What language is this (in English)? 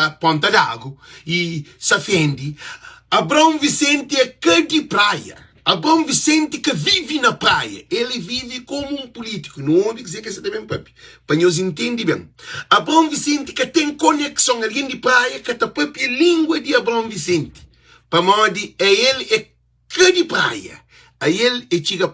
Kabuverdianu